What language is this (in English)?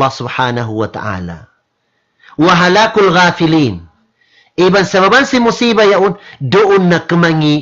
Tausug